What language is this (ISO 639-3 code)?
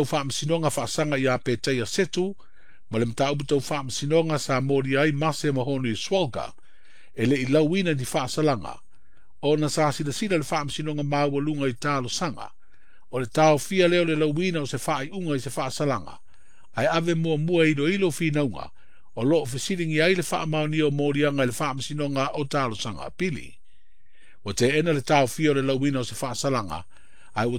smo